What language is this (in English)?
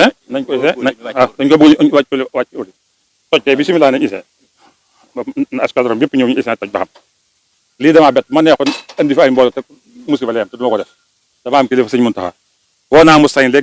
Wolof